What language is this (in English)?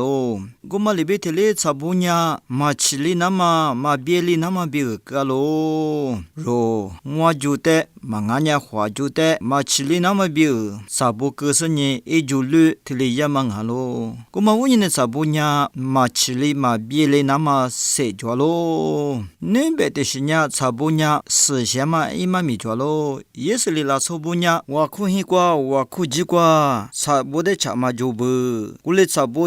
Lisu